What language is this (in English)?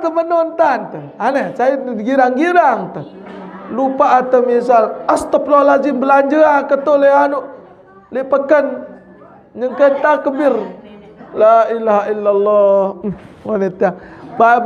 Sasak